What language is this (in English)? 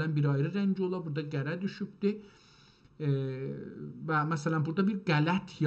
South Azerbaijani